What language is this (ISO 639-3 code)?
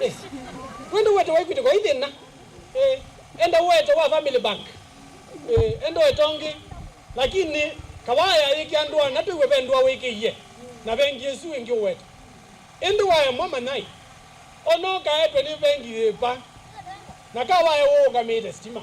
kam